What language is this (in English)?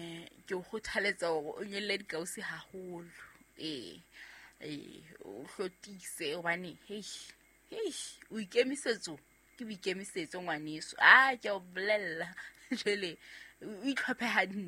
Southern Sotho